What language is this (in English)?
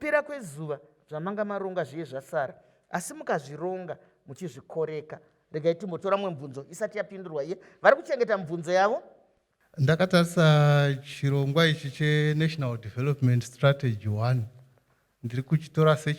Shona